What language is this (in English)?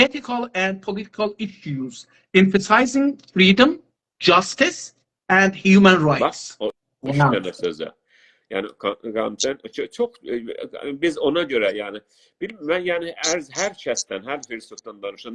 South Azerbaijani